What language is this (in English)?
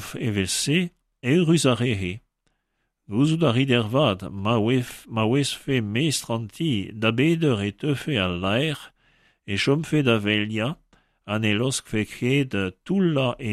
Breton